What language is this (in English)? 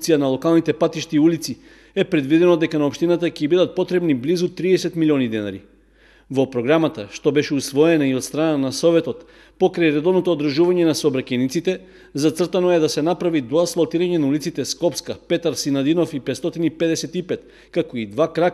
Macedonian